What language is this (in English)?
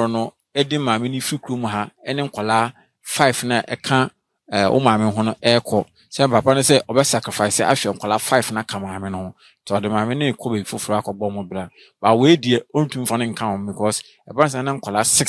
Akan